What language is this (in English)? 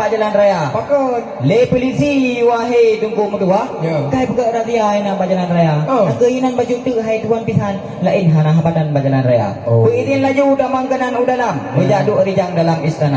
Achinese